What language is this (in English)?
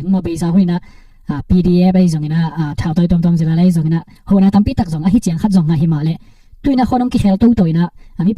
Tedim Chin